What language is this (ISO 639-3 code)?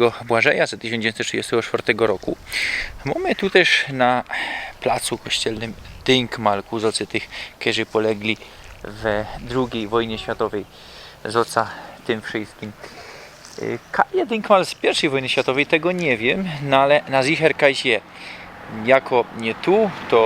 szl